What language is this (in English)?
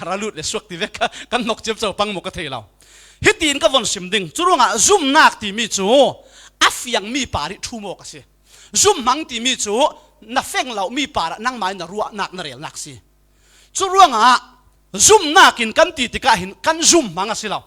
Falam Chin